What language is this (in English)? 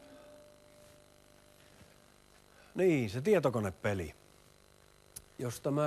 Finnish